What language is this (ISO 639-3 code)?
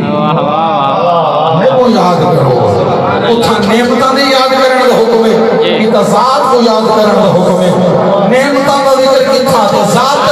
skr